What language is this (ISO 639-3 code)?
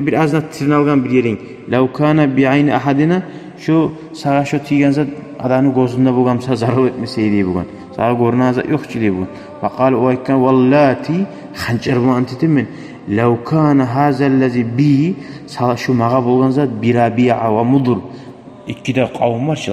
kum